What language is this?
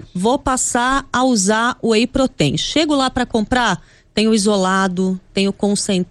Portuguese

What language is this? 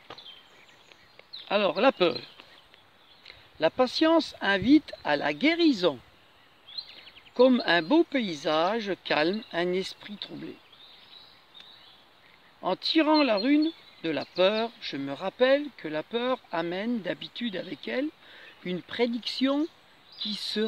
French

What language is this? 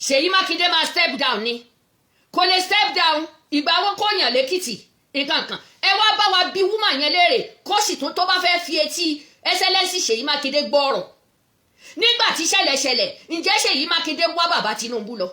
Yoruba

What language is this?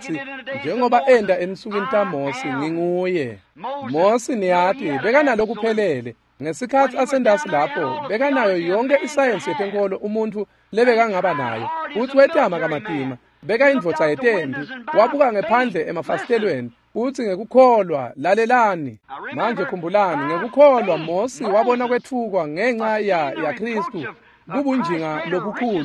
Swati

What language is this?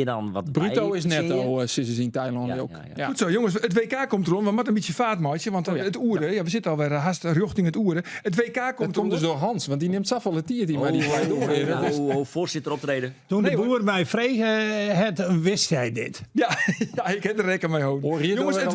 Western Frisian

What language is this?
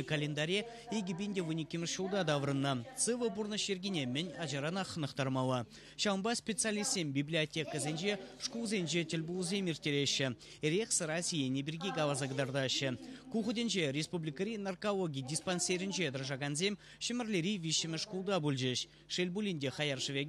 Chuvash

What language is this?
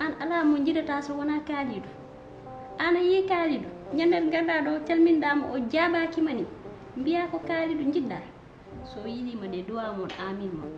Fula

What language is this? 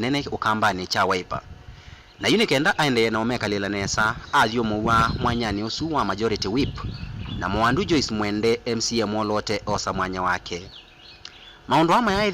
Kamba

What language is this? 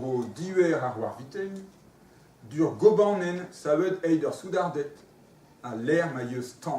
Breton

